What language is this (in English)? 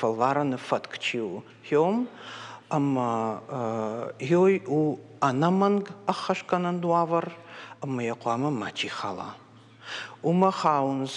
Ossetic